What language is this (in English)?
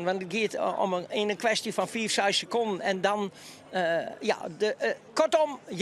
Western Frisian